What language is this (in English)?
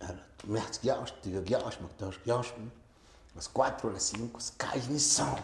Tlahuitoltepec Mixe